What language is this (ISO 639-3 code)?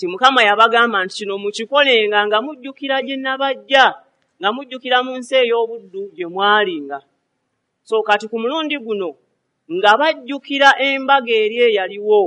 lug